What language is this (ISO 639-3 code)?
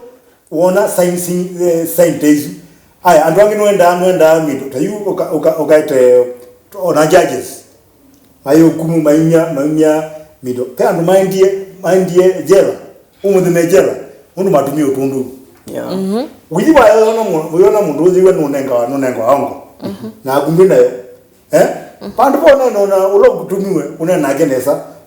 kam